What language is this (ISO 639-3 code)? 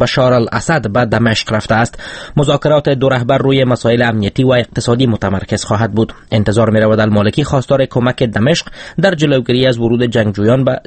fas